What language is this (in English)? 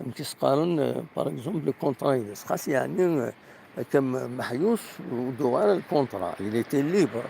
Kabyle